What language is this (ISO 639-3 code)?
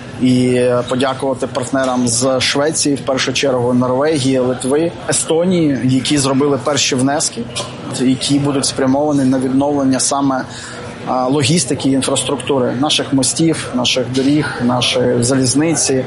ukr